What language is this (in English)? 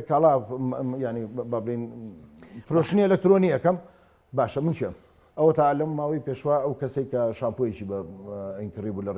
Central Kurdish